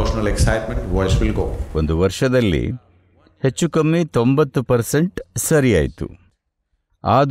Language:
Kannada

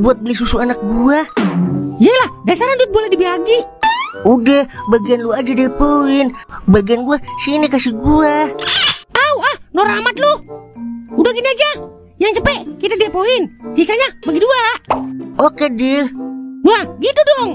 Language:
Betawi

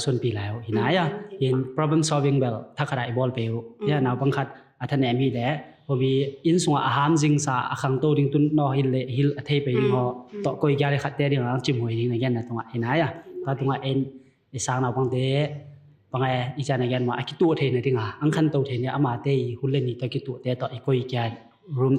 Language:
Tedim Chin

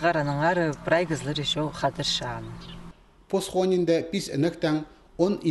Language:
Khakas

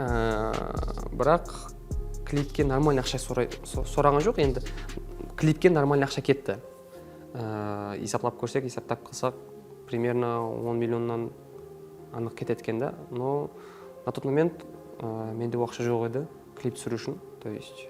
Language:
Kara-Kalpak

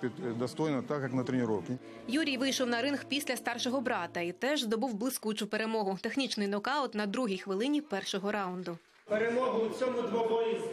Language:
Ukrainian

